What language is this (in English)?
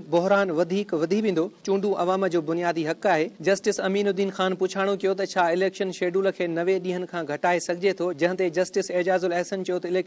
Sindhi